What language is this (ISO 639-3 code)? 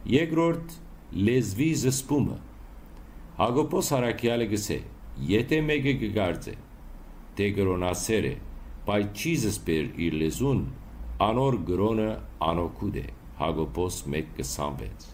hyw